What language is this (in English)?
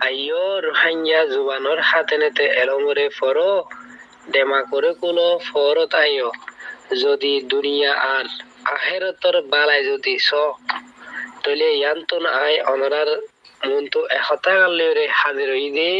Rohingya